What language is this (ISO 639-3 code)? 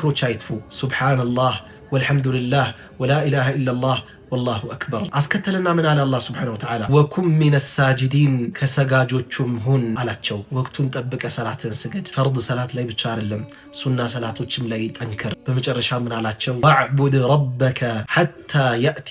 amh